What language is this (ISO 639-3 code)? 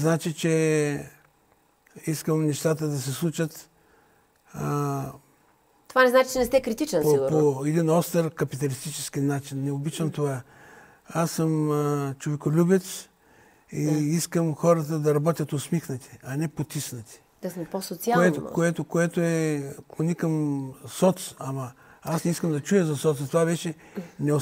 bul